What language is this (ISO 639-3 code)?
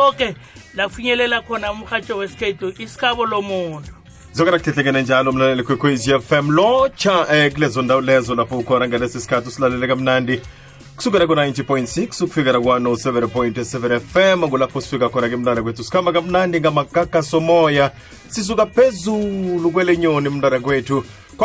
nbl